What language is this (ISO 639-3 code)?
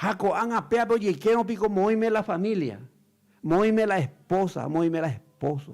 grn